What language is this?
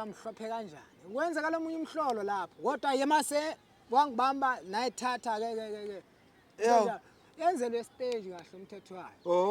Zulu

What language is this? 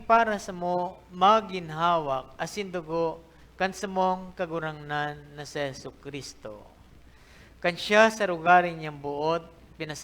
Bikol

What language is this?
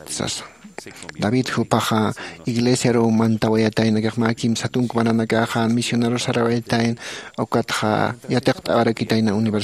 Aymara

